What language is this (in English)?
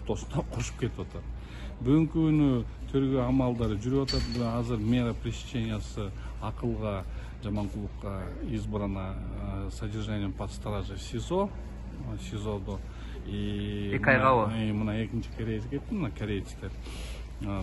Kyrgyz